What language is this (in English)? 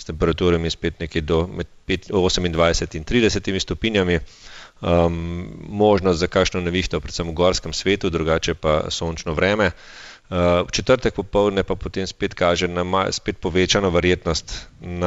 Slovenian